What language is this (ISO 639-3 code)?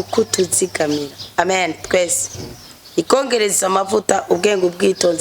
run